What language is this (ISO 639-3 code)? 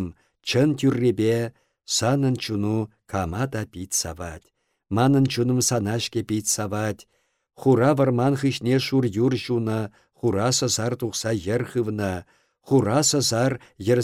chv